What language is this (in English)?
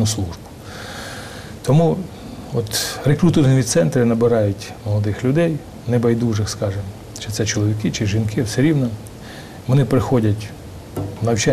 Ukrainian